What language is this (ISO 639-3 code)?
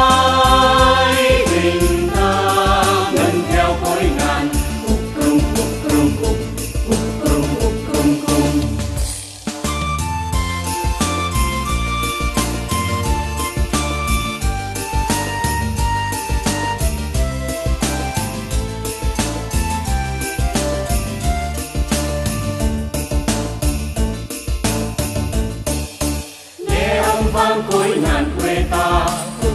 vie